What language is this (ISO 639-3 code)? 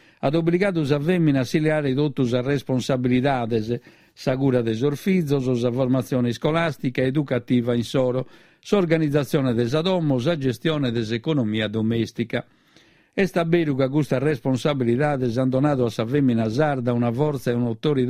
srd